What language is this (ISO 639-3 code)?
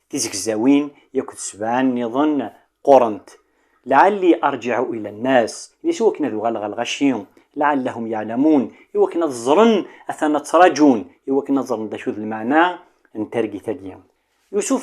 kab